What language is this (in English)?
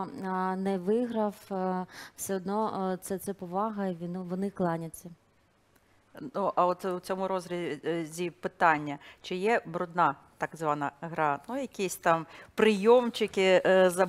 Ukrainian